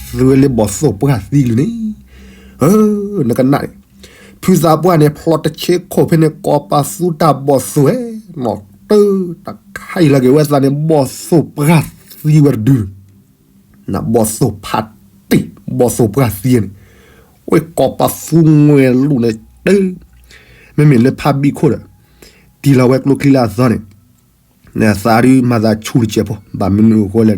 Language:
S'gaw Karen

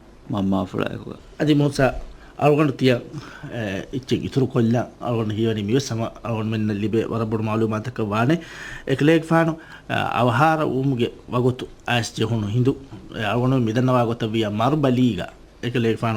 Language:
Divehi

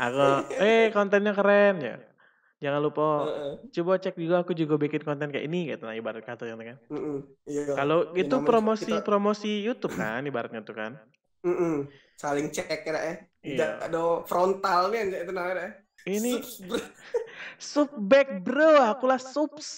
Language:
Musi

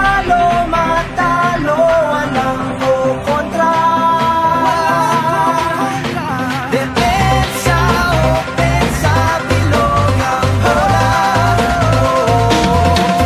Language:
Filipino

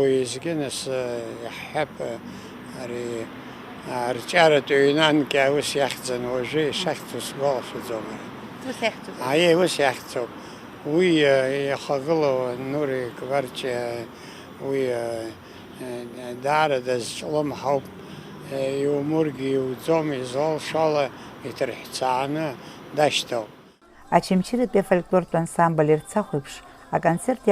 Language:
Abkhazian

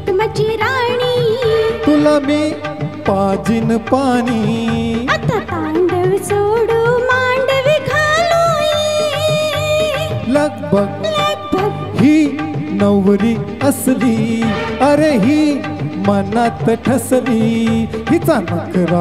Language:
Marathi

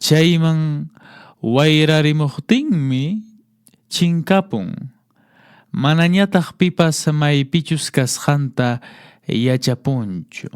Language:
Quechua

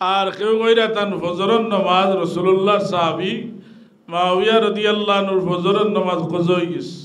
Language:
Sylheti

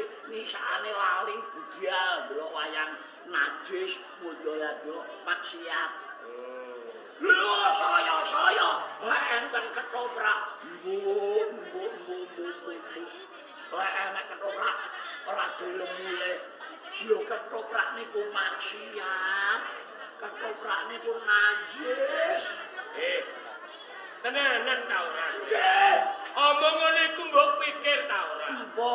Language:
Javanese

